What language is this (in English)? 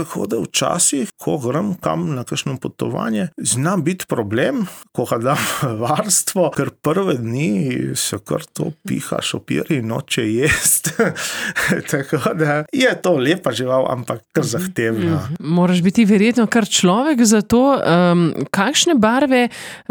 Slovenian